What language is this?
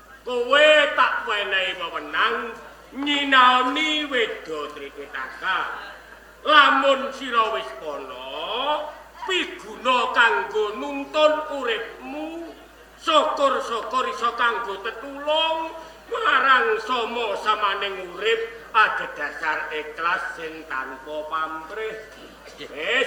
Javanese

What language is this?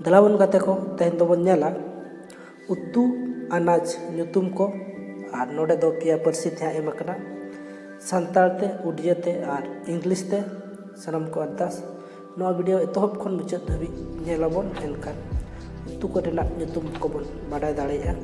Santali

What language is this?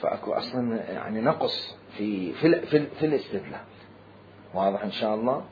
Mesopotamian Arabic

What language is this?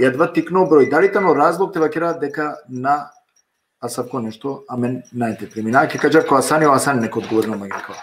Balkan Romani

